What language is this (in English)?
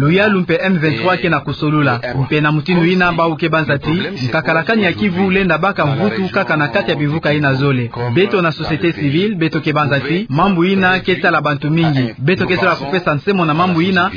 Kituba (Democratic Republic of Congo)